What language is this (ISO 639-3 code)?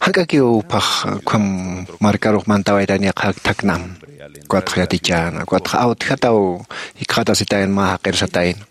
aym